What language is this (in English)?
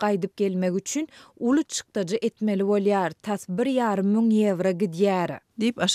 Turkmen